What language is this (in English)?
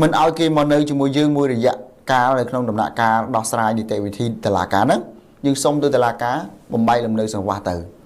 Khmer